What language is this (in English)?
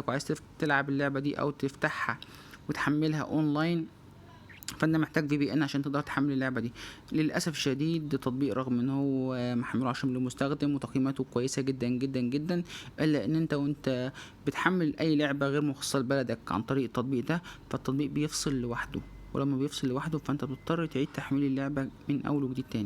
Egyptian Arabic